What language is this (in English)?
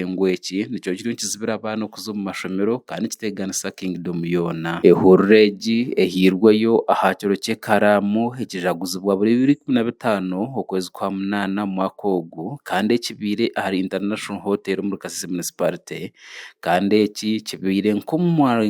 Nyankole